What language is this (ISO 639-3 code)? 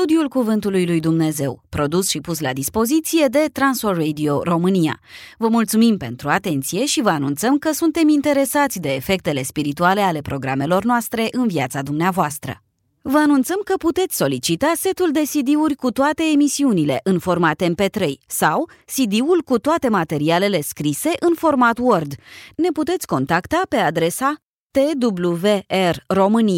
ron